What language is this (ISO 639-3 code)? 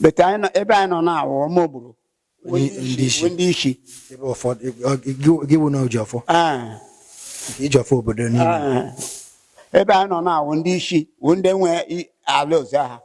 ibo